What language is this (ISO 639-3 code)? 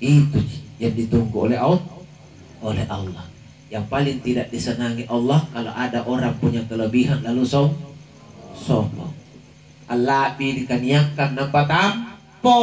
mak